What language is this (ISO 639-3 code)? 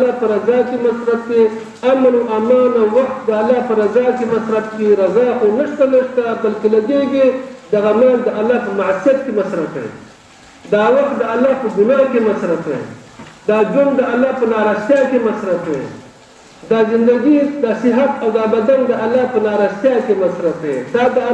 pus